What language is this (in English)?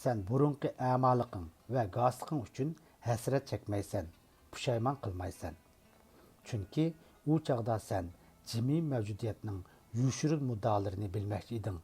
Uyghur